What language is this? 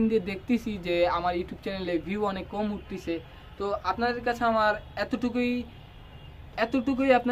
Bangla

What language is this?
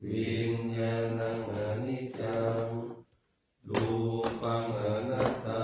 Pali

